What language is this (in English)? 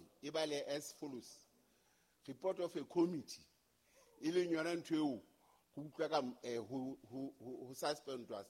Southern Sotho